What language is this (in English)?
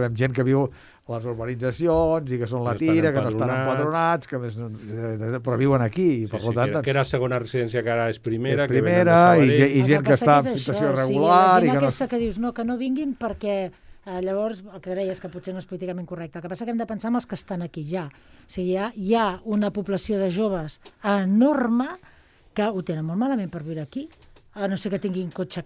Catalan